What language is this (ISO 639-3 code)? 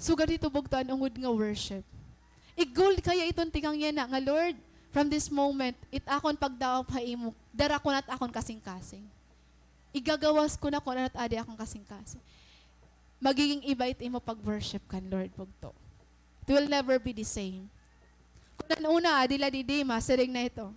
war